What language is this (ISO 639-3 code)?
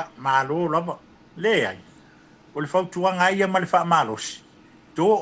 smo